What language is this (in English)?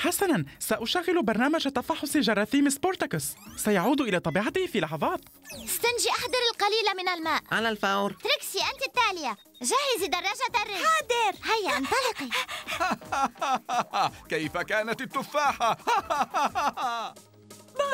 Arabic